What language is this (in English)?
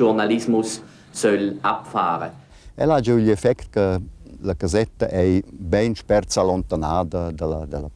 Romansh